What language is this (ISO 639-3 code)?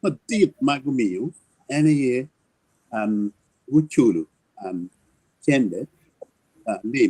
ach